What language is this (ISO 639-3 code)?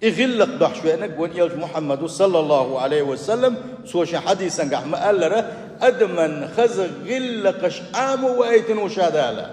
che